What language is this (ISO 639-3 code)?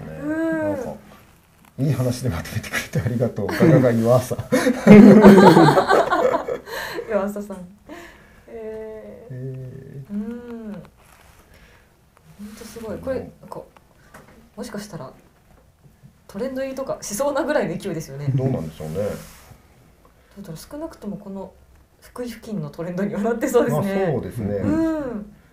jpn